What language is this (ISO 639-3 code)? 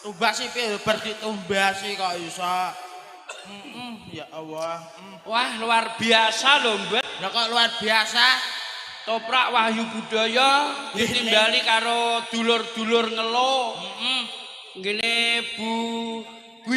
jav